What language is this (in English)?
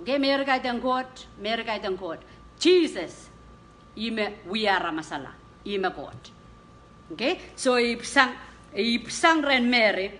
Pohnpeian